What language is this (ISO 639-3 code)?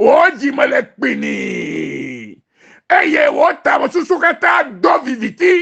ewe